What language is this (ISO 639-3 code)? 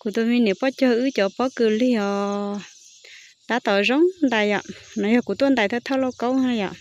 hmn